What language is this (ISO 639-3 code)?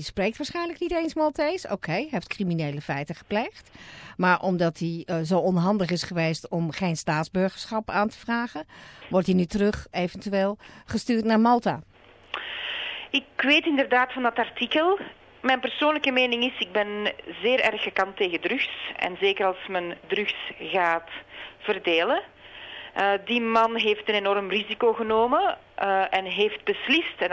nld